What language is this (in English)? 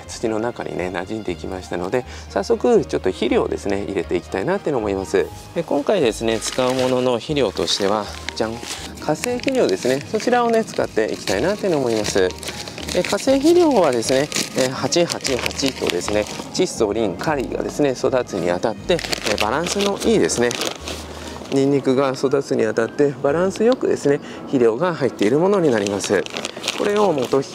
Japanese